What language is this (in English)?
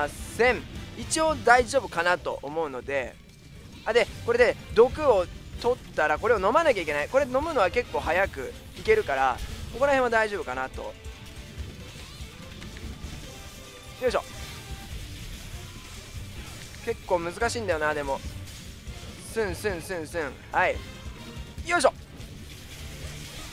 Japanese